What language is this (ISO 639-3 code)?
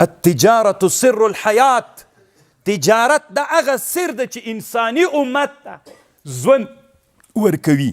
pus